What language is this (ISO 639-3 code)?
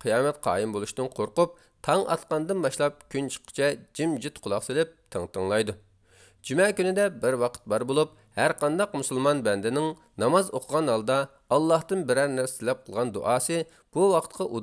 uig